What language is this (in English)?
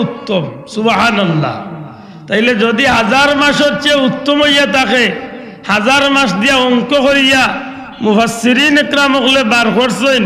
Sylheti